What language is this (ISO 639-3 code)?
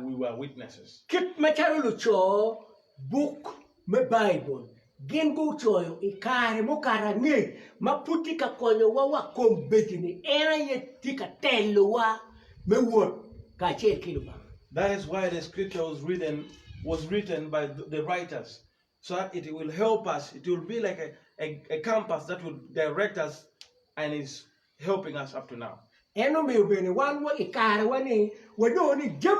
ach